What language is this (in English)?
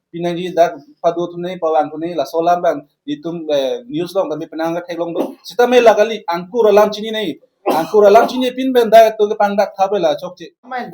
Karbi